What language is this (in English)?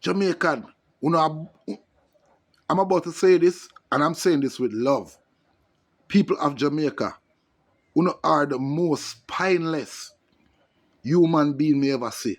Jamaican Creole English